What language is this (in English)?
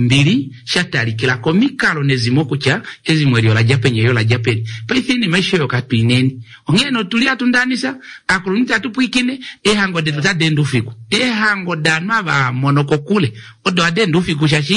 Kuanyama